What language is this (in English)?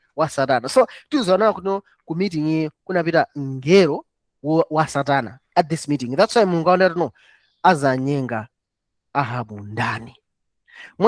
Nyanja